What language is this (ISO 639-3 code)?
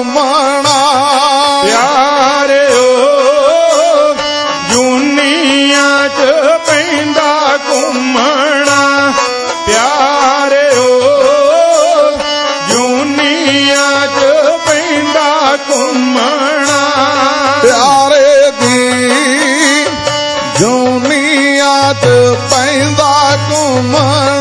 pan